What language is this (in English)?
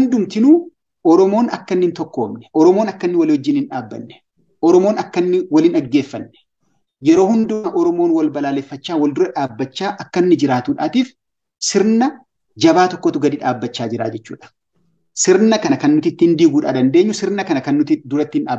Oromo